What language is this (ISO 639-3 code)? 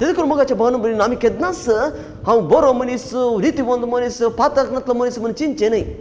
kok